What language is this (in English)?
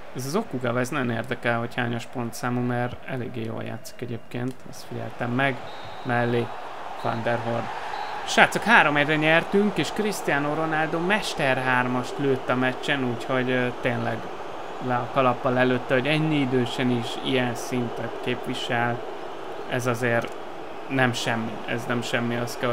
Hungarian